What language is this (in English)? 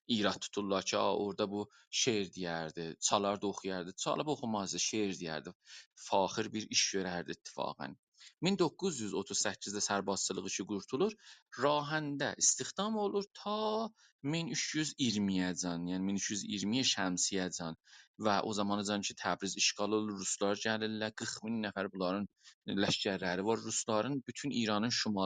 South Azerbaijani